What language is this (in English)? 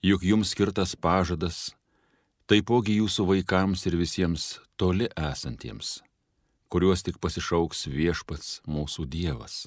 Lithuanian